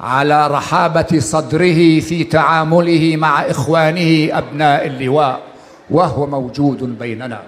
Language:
North Levantine Arabic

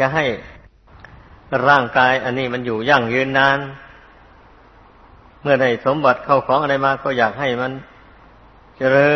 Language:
Thai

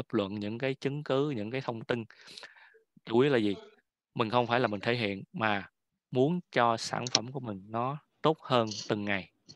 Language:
Vietnamese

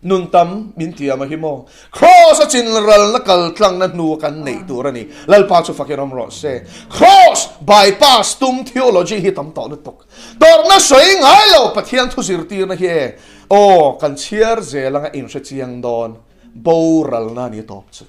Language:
Mizo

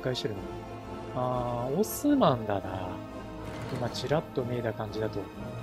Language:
Japanese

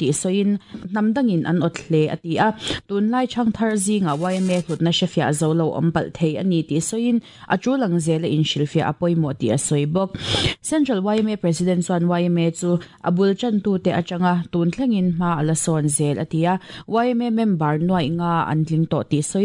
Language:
Mizo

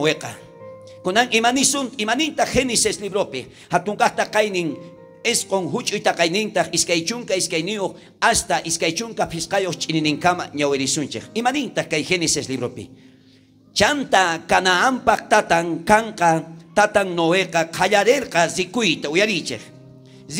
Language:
South Bolivian Quechua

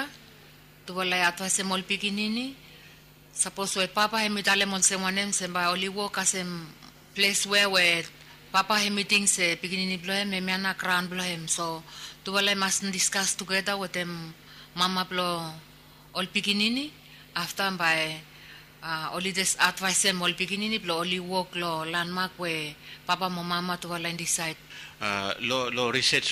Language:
Bislama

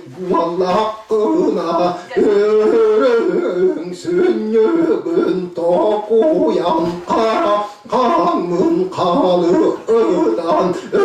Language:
Yakut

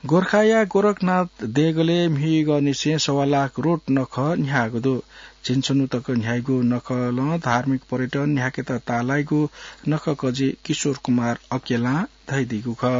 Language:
Newari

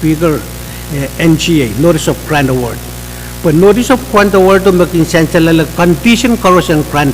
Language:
Pohnpeian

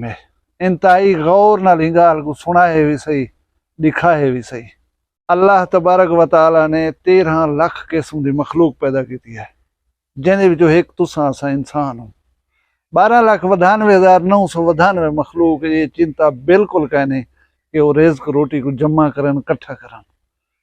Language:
Saraiki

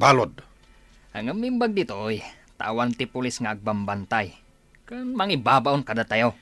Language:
Iloko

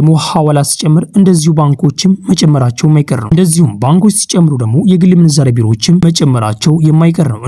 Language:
Amharic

